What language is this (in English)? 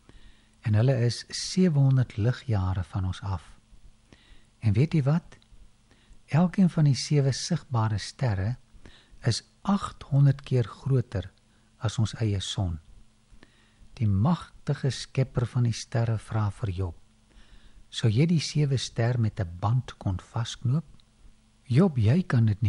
Afrikaans